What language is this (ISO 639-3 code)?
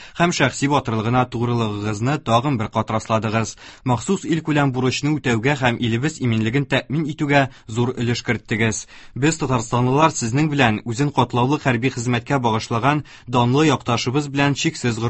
tat